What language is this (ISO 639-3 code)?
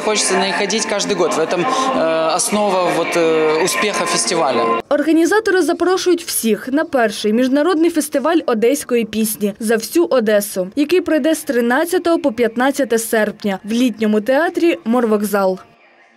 ukr